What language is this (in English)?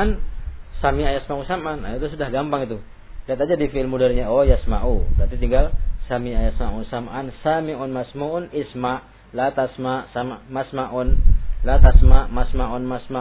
Indonesian